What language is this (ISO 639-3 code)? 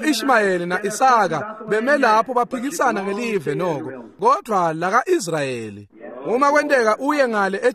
ssw